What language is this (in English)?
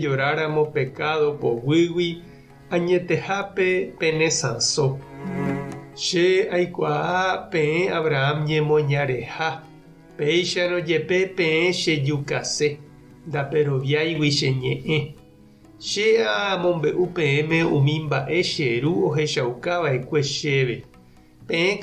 Guarani